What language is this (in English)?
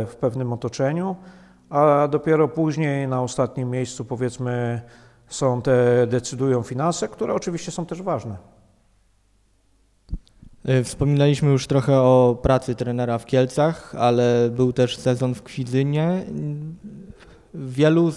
Polish